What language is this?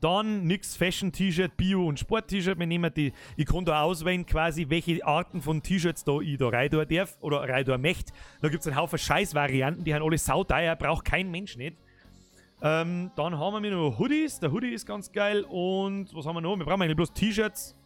Bavarian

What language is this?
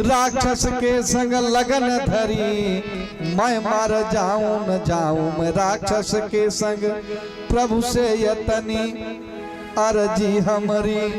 Awadhi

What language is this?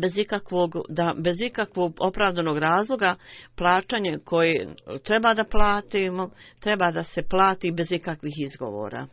Bosnian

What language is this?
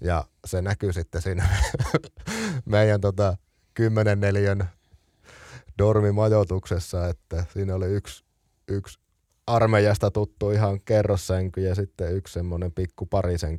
Finnish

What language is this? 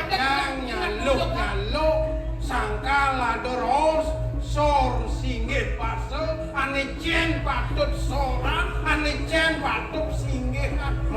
Balinese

